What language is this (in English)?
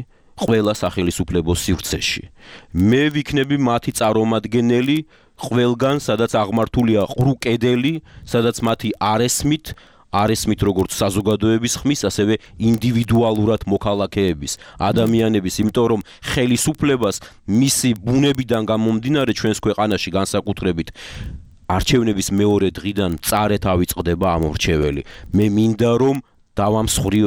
Georgian